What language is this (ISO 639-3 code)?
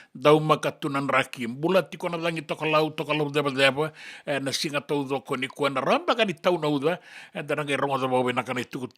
fij